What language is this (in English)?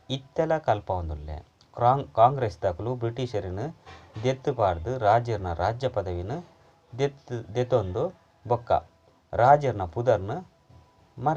Tulu